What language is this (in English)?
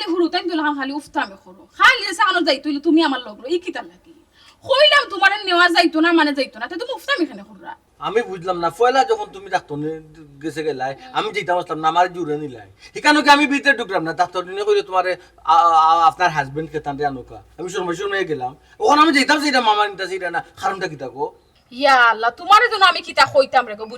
Sylheti